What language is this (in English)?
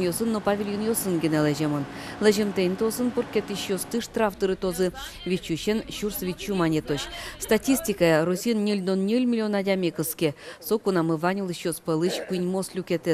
Udmurt